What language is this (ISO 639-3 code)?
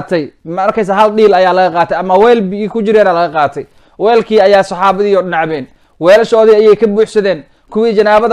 som